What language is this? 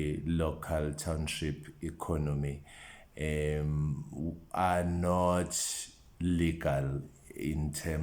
Zulu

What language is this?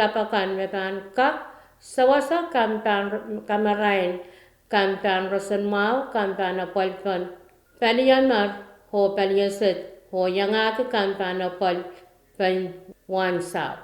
Pohnpeian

